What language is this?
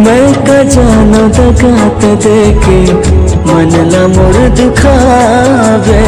Chhattisgarhi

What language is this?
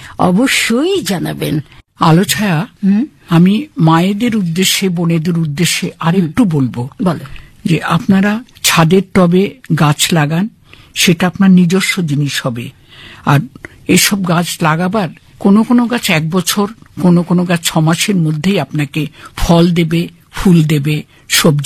Bangla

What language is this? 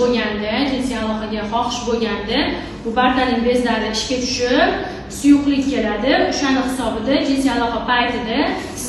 Uzbek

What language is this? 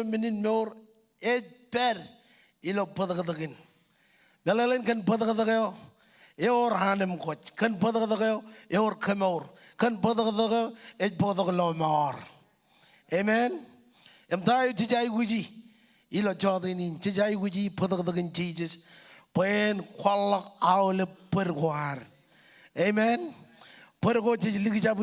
Marshallese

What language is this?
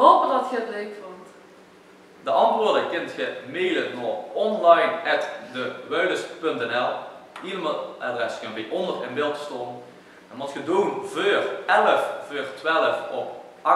Limburgish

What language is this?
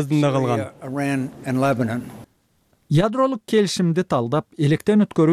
Kyrgyz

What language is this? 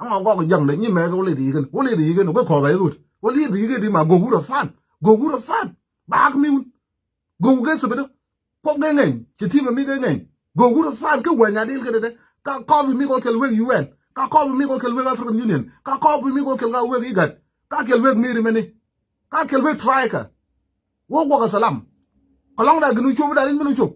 Nuer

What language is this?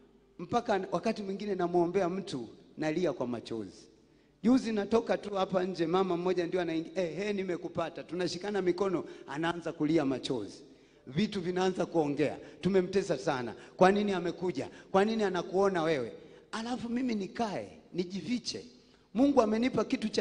Swahili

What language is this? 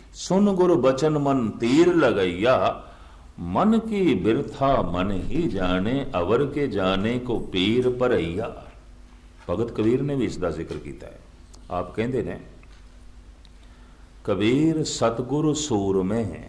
Punjabi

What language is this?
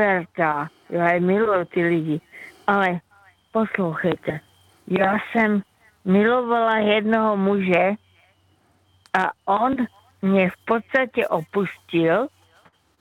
Czech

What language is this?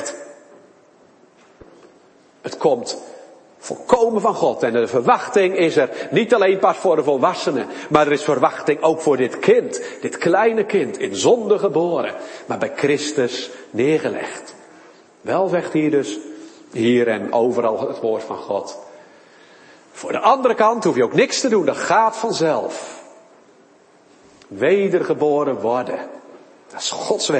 Dutch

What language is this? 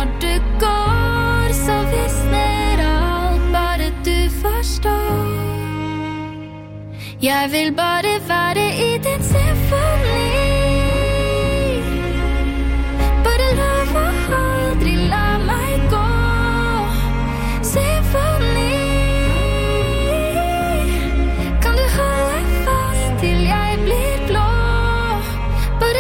Norwegian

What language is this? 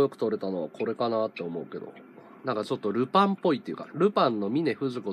Japanese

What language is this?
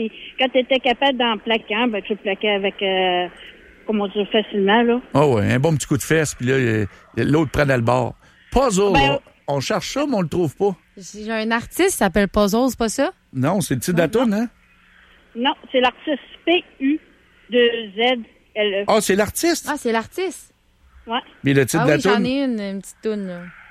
French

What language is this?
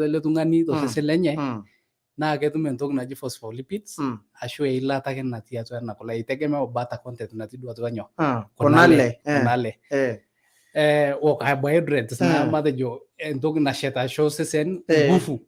Masai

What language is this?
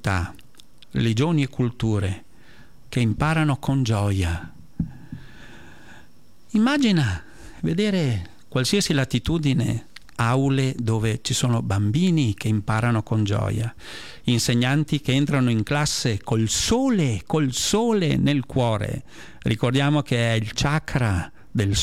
Italian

